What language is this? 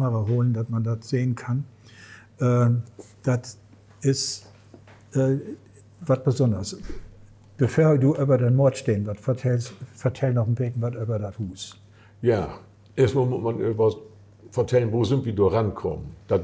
Low German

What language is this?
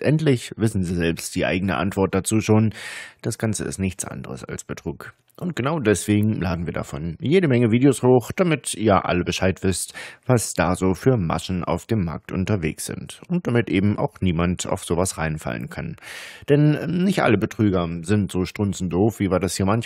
German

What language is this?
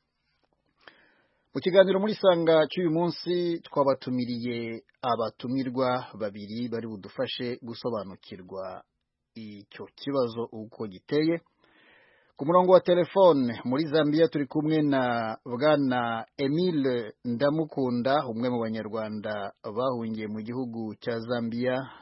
Kinyarwanda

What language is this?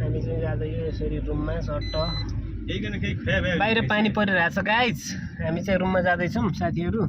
Nepali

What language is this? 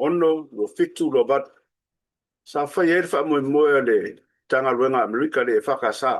Samoan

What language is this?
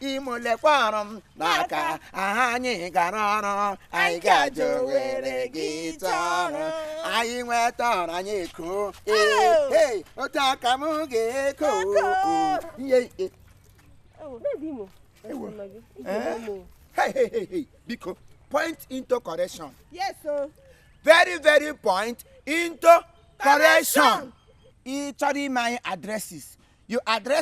Igbo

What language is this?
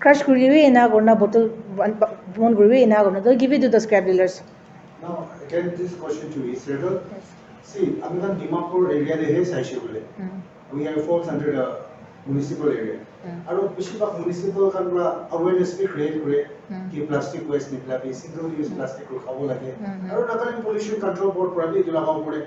Naga Pidgin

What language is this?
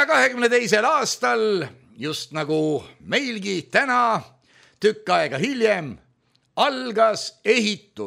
Estonian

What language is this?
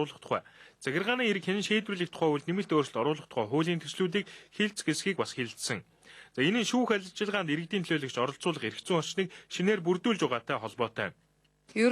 Mongolian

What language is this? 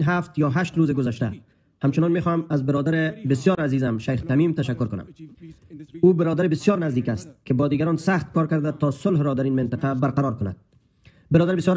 Persian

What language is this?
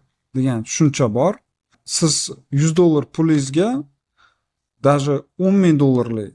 Uzbek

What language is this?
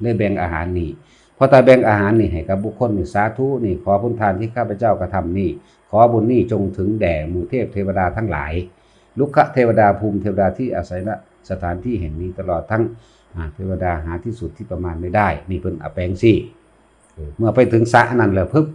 Northeastern Thai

